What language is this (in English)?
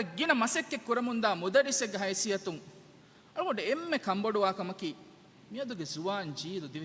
Divehi